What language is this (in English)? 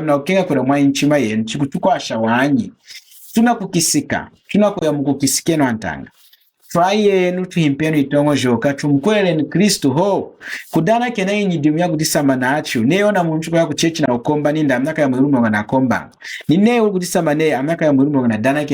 Lunda